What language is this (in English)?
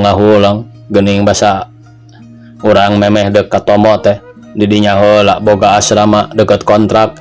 Sundanese